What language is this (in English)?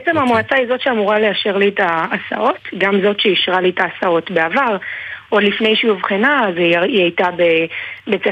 Hebrew